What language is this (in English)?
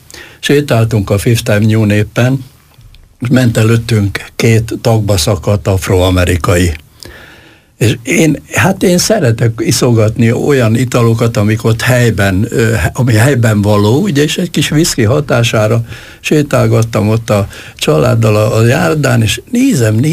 Hungarian